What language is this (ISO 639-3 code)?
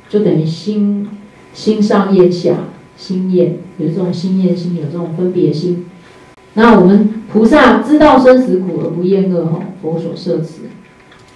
zho